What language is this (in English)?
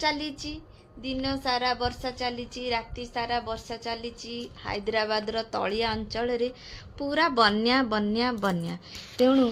Odia